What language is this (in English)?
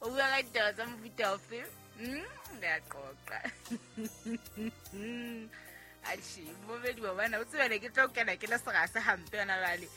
Southern Sotho